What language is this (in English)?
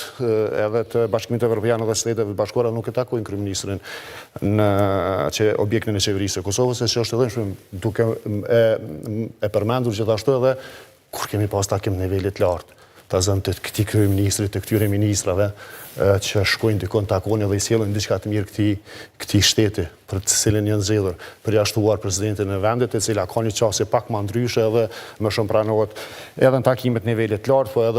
Albanian